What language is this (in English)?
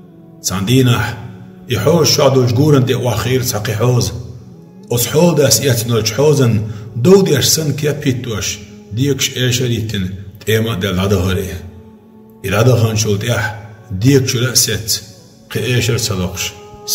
Chechen